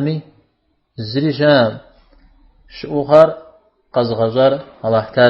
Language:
Kabardian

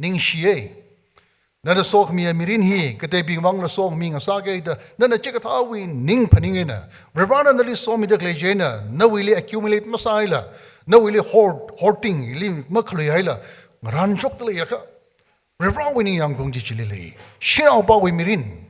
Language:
Tangkhul Naga (India)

